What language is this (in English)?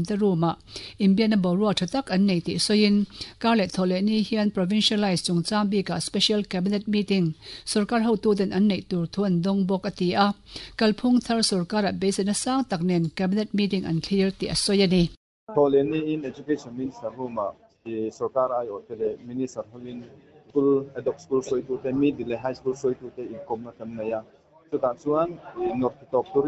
Mizo